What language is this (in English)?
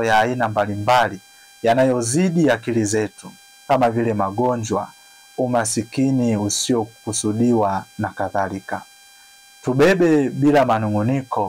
Swahili